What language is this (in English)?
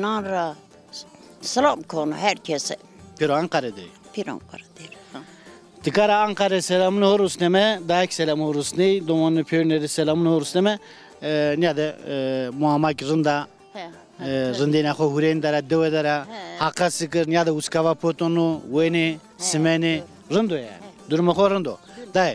Zaza